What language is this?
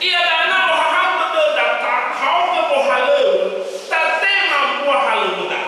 Nias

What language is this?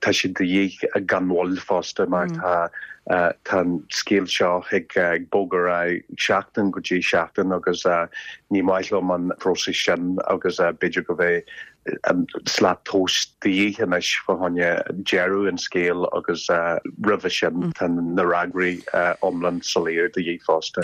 Irish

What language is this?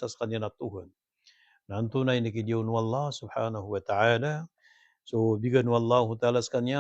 Maranao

